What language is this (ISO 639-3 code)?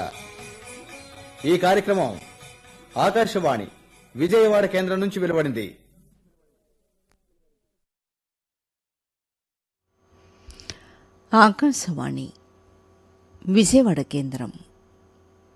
tel